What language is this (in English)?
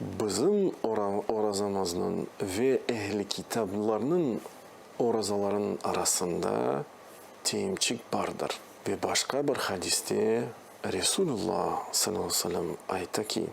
Crimean Tatar